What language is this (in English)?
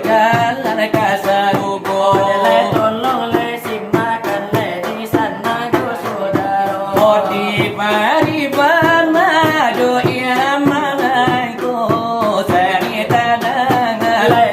Minangkabau